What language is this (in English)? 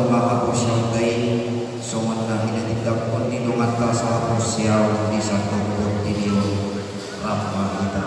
Batak Toba